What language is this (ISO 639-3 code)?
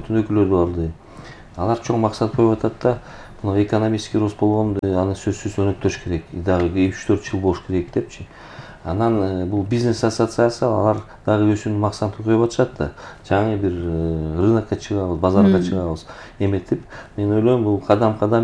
kir